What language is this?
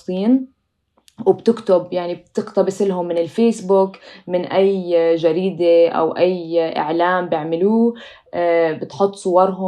North Levantine Arabic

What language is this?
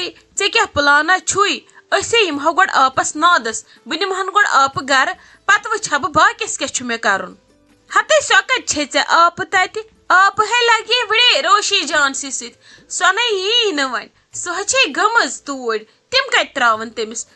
Kashmiri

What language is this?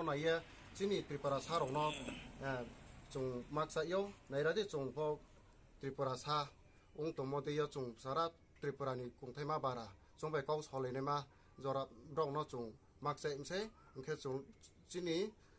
Riang (India)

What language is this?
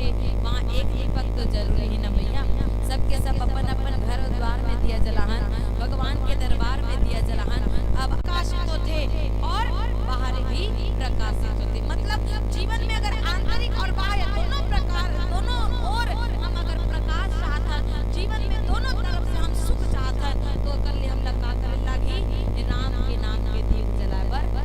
Chhattisgarhi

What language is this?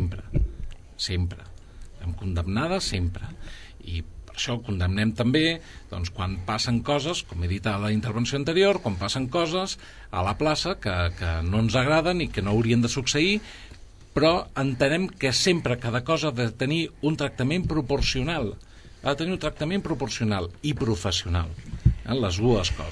Catalan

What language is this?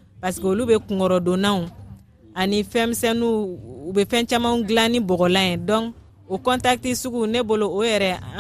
Bambara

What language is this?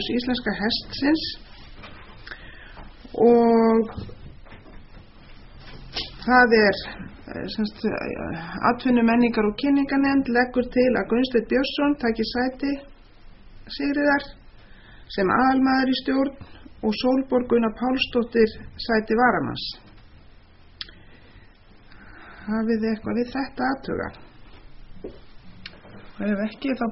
Icelandic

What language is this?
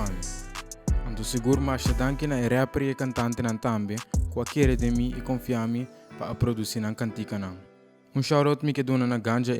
Papiamento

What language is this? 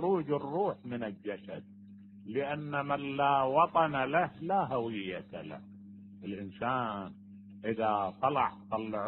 Mesopotamian Arabic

